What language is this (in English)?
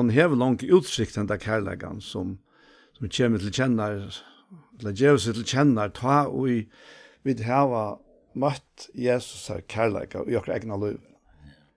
Faroese